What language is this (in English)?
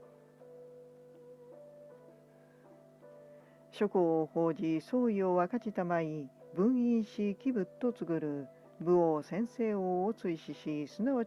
Japanese